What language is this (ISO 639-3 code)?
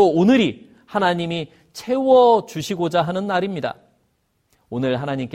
kor